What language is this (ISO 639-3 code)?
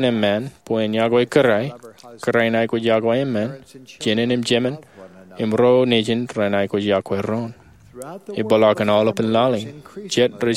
mah